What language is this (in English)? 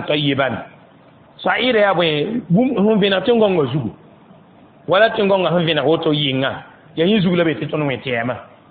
Mossi